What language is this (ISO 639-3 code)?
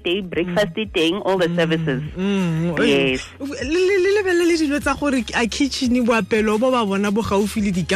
tsn